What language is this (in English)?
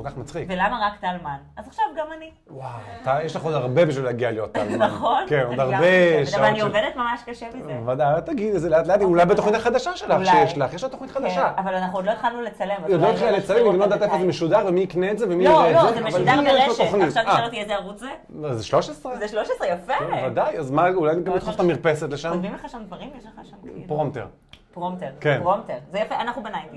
Hebrew